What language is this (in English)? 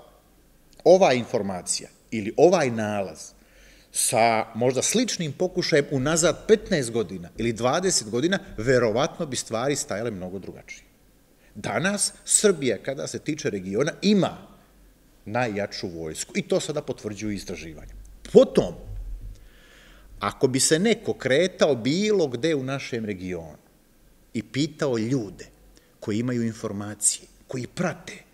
Serbian